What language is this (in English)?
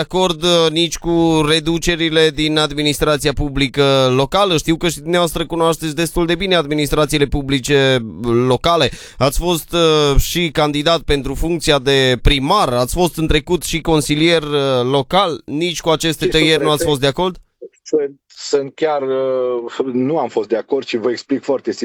Romanian